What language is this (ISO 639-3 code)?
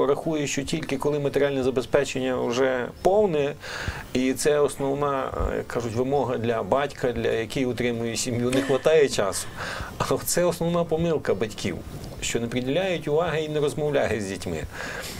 ukr